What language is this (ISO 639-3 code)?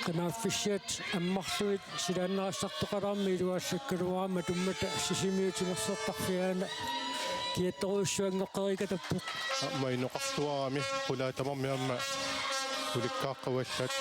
kal